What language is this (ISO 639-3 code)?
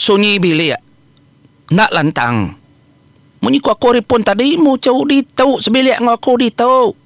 iba